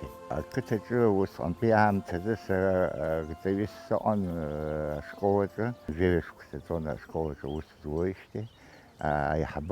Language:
Abkhazian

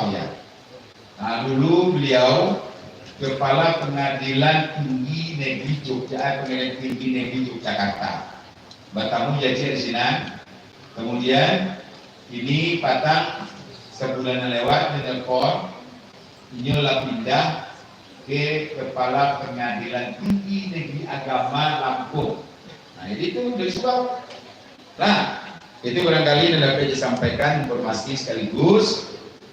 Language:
Minangkabau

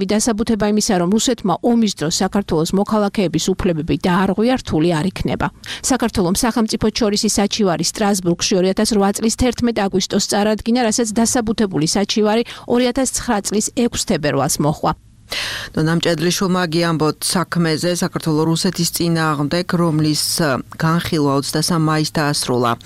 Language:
Georgian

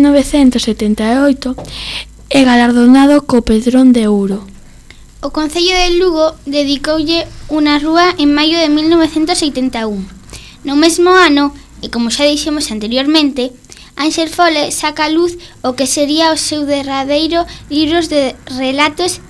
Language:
Galician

